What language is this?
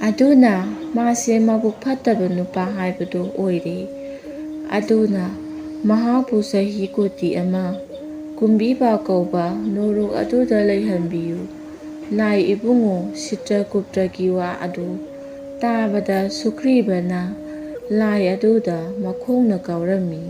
Manipuri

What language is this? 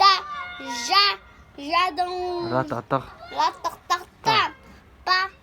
Tibetan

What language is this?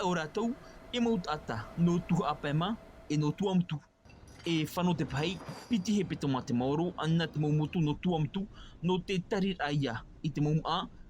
Tahitian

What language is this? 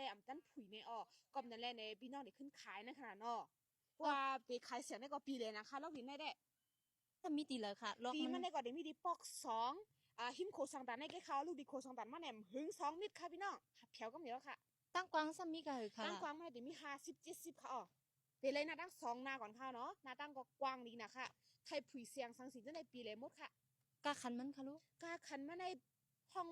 Shan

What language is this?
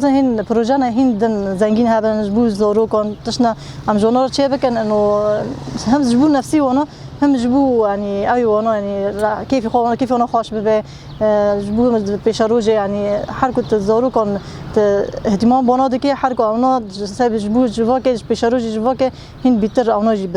Kurdish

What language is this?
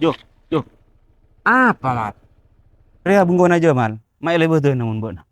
Madurese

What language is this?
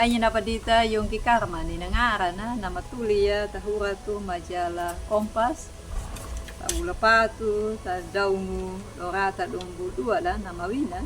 Anakalangu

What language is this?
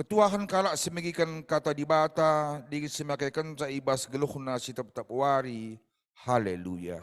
Batak Karo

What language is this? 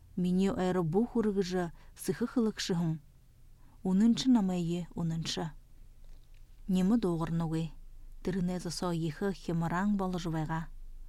Buriat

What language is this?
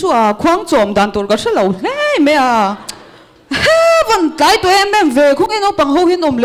Mizo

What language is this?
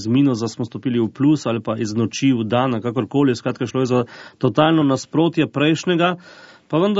Slovenian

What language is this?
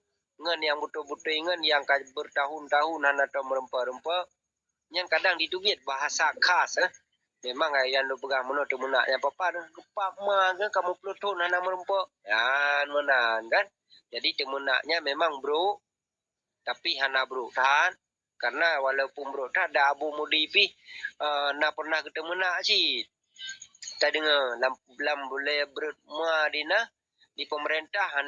Achinese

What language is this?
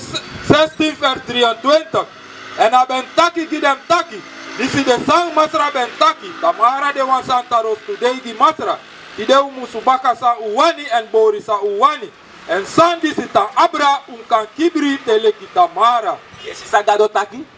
Sranan Tongo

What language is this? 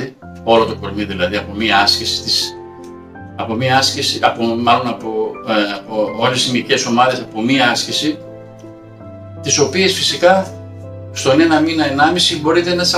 Greek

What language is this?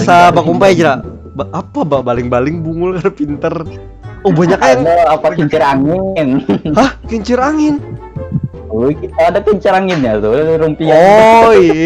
Banjar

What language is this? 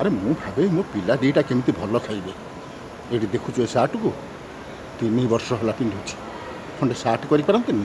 Odia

